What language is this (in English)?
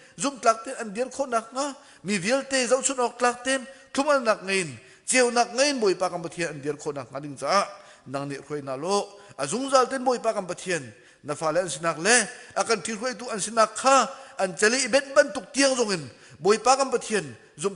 Hakha Chin